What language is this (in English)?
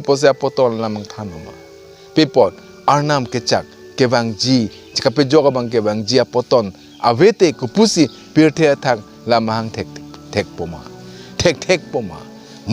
Karbi